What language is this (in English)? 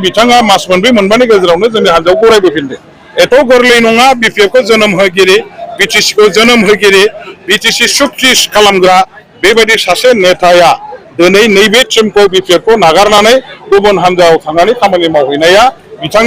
Bodo